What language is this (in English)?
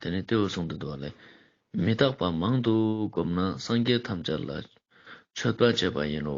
Ladakhi